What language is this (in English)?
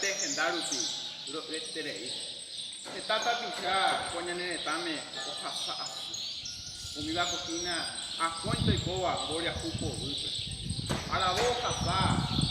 Guarani